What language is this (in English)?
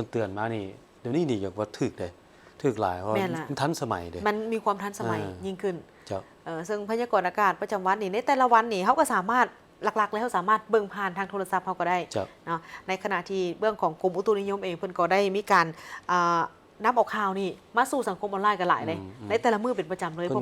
Lao